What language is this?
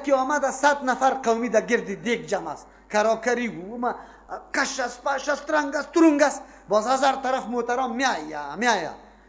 Persian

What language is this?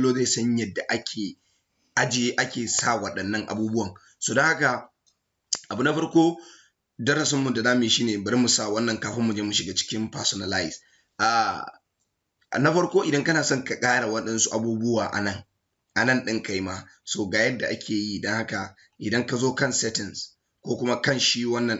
Hausa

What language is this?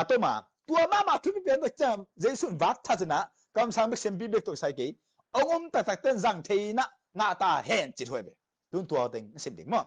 Tedim Chin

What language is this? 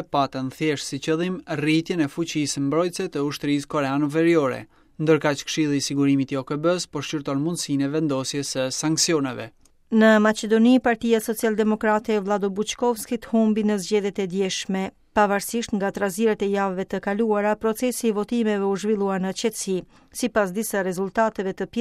Albanian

